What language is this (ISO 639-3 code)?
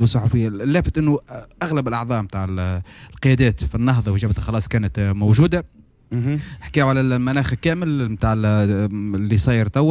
aeb